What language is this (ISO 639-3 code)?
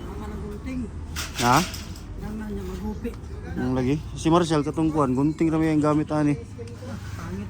ceb